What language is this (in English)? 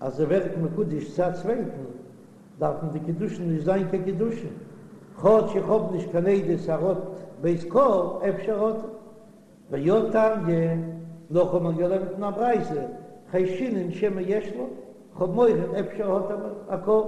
Yiddish